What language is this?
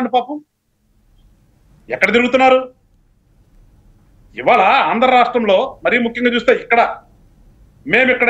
Telugu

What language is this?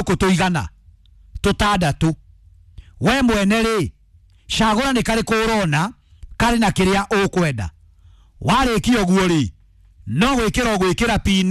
Kikuyu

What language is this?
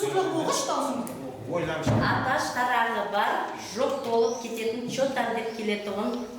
Kara-Kalpak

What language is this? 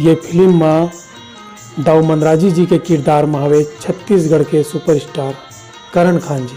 Chhattisgarhi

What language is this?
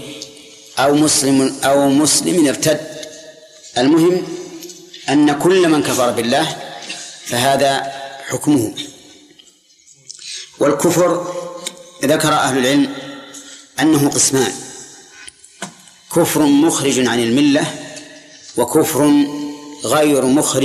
Arabic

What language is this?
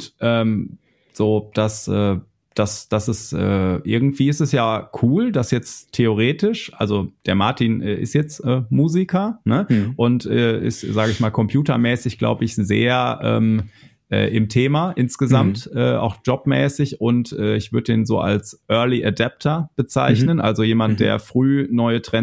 German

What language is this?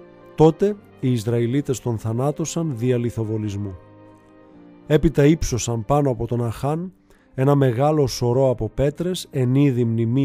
Greek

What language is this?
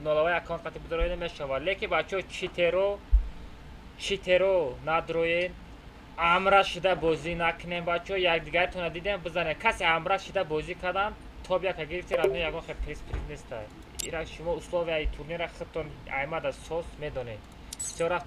Tajik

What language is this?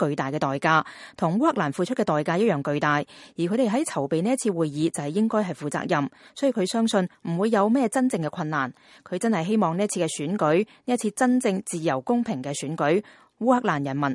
Cantonese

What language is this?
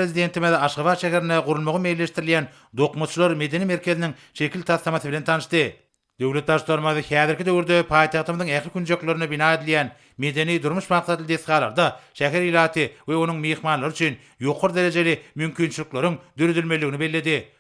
Turkmen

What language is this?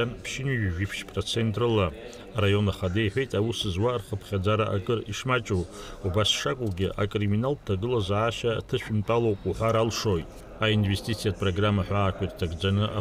Abkhazian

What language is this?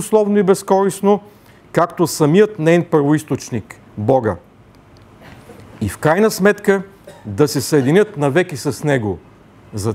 Bulgarian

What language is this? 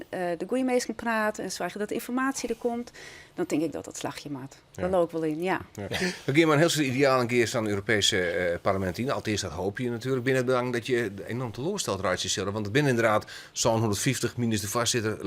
Western Frisian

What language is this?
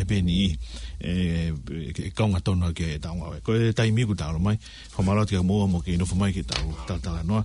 Tongan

